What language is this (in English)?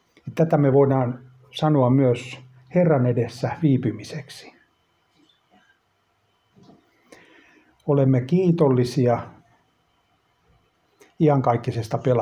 Finnish